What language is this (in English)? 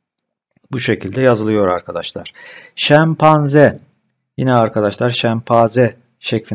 Turkish